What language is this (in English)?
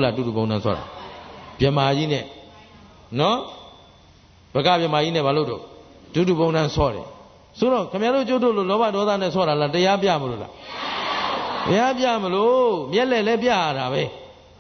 Burmese